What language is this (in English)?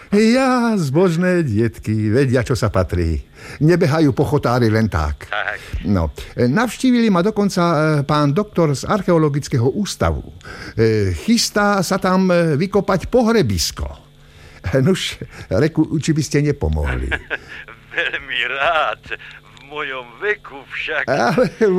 Slovak